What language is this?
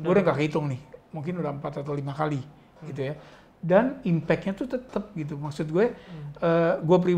Indonesian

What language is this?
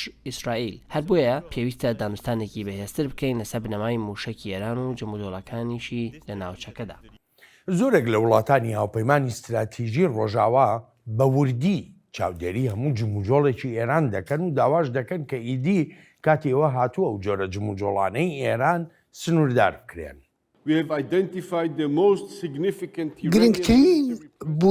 Central Kurdish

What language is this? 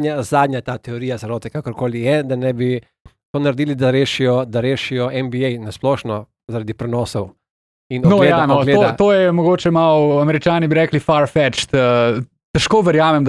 Slovenian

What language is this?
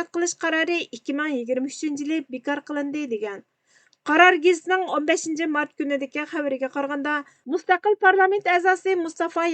Uyghur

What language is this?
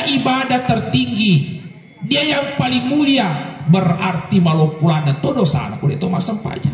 Buginese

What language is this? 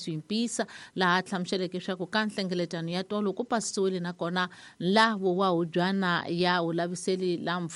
Tsonga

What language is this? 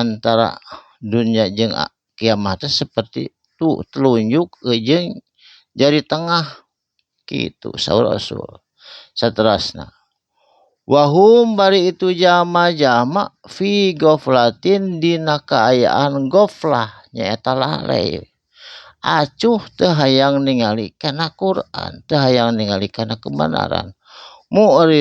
Sundanese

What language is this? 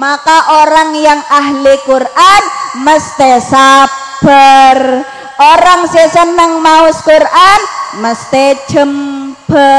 Madurese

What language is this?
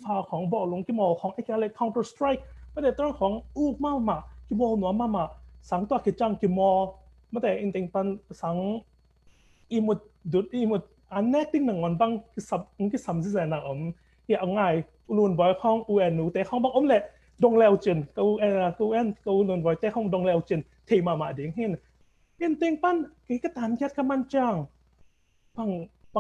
Tedim Chin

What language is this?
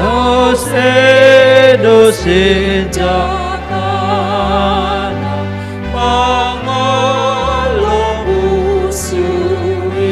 Batak Toba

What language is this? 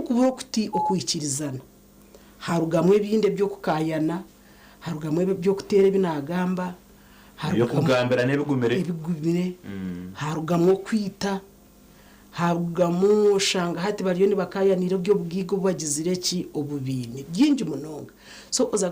Nyankole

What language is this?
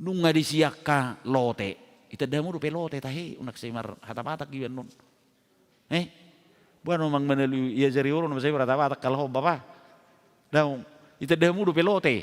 Batak Toba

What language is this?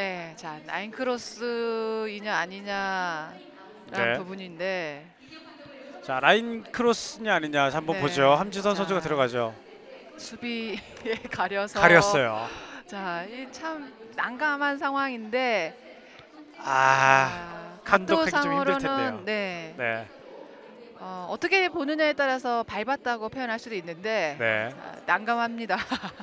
Korean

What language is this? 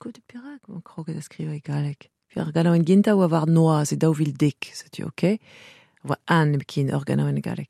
Breton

